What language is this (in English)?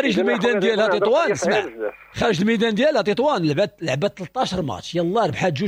Moroccan Arabic